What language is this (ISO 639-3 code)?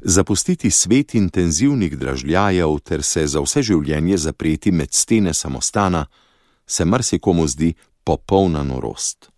slv